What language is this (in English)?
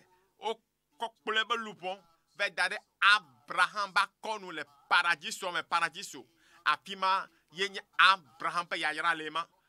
Ewe